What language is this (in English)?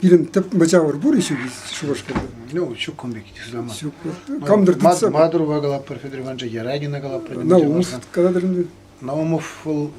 Chuvash